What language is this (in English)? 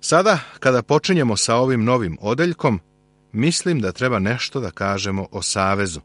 Serbian